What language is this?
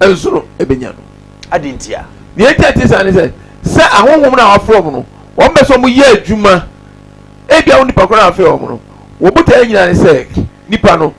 Akan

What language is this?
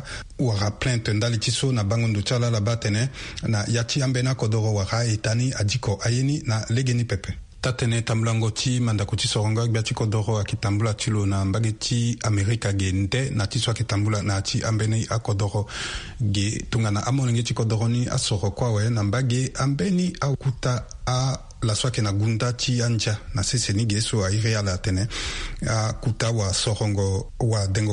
Sango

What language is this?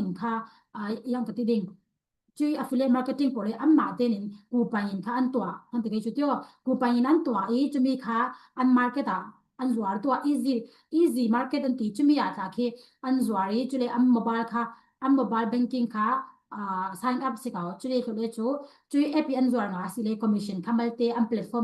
Falam Chin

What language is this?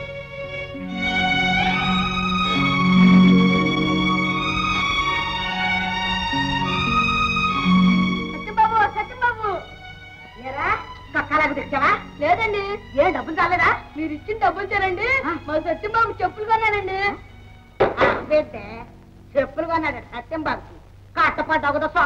Telugu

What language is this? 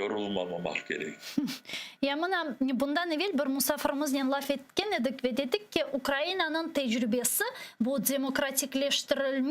Crimean Tatar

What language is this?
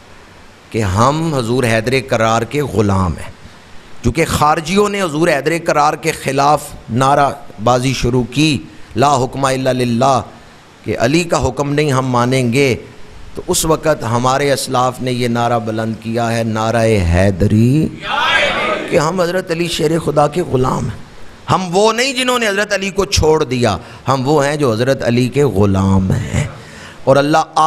Urdu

